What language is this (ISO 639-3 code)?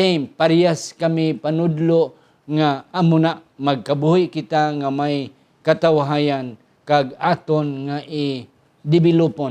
hil